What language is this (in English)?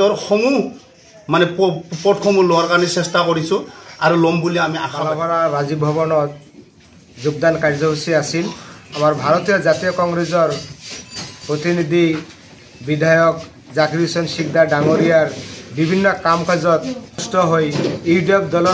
Assamese